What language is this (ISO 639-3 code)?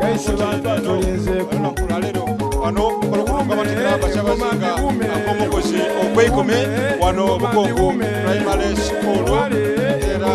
xog